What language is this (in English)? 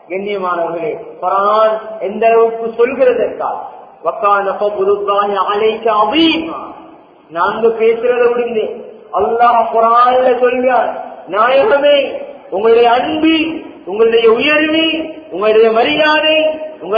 Tamil